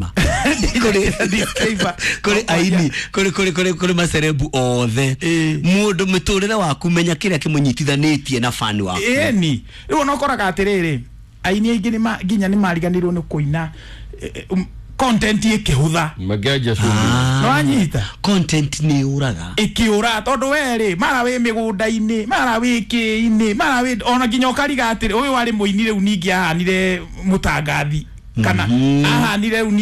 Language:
Kikuyu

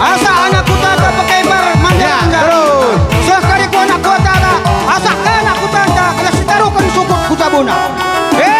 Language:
Batak Karo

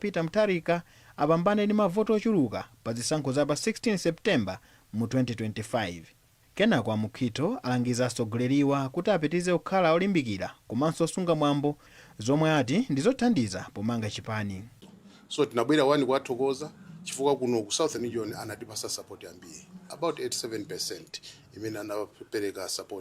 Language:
Nyanja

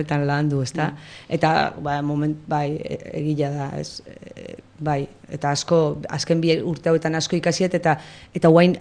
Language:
Basque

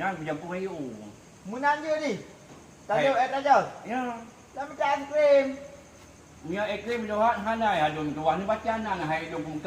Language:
Achinese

